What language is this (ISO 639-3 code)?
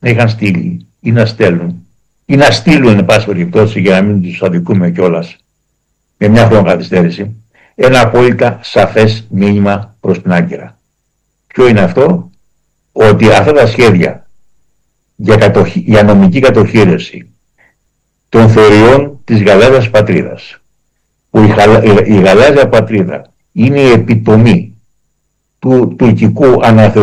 ell